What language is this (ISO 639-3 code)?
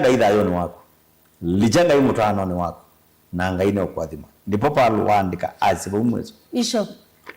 kam